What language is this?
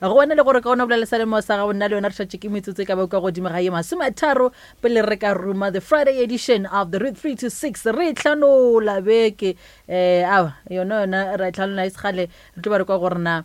Northern Sotho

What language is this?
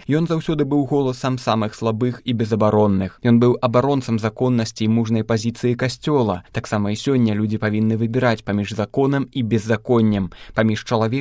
Belarusian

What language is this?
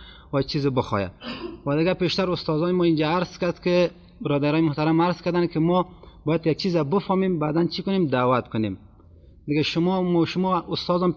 Persian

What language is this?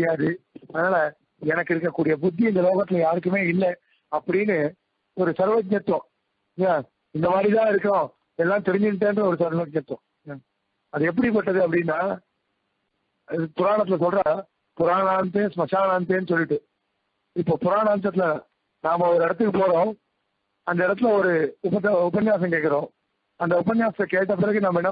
Tamil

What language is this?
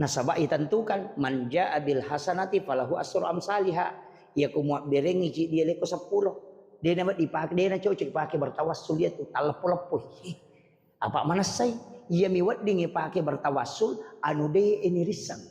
Buginese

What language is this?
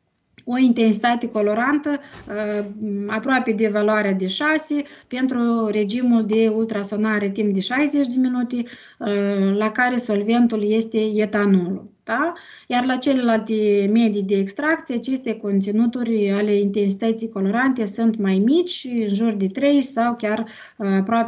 Romanian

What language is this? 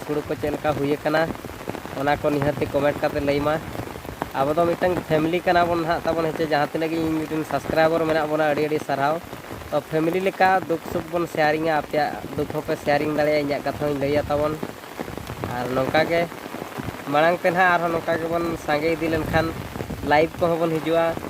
Santali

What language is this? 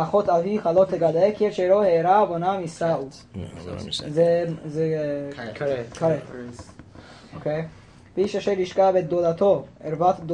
Hebrew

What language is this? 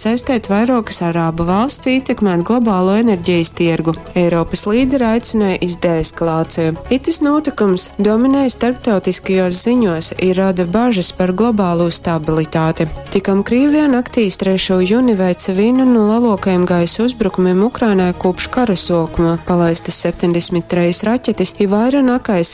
Latgalian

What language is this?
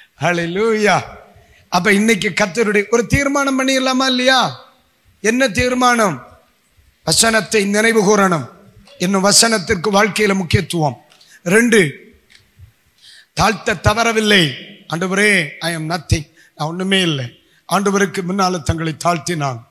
Tamil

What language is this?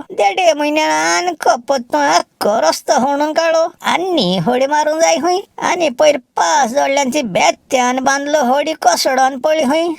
Konkani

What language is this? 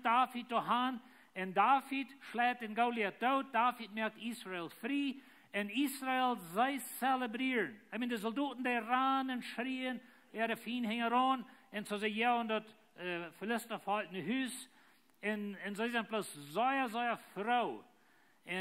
Plautdietsch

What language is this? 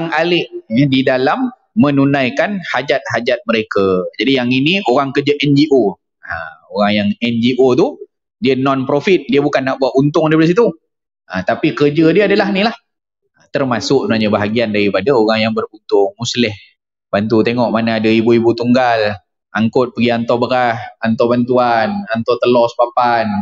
Malay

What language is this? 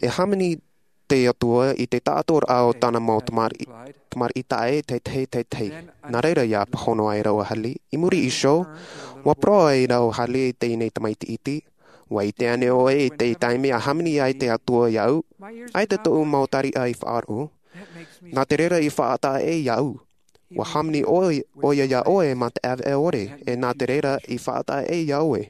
Tahitian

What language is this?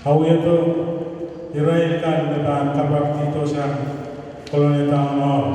Pohnpeian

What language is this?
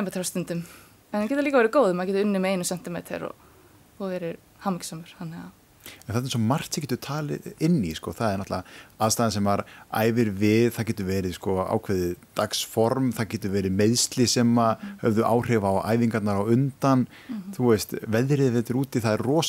Icelandic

